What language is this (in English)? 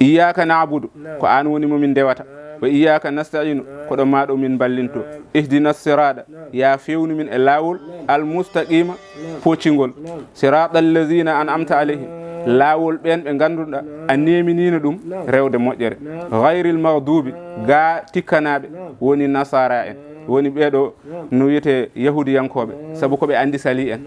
Fula